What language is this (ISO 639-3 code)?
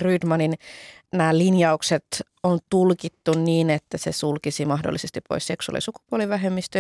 fin